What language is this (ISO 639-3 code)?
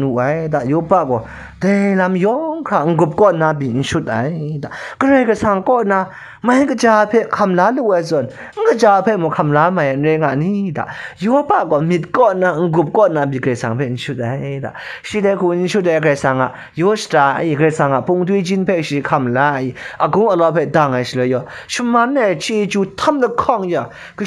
kac